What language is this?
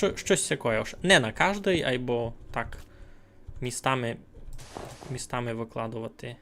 Rusyn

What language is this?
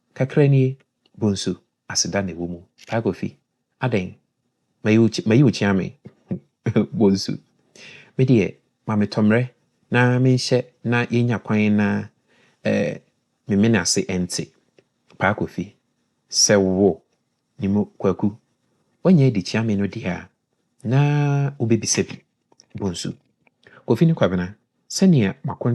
Akan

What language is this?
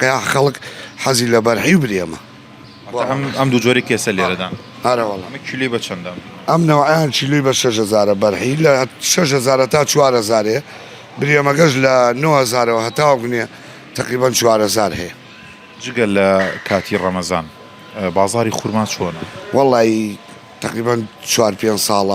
Central Kurdish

